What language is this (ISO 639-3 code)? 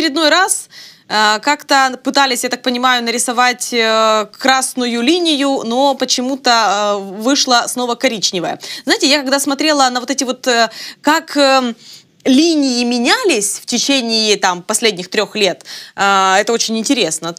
rus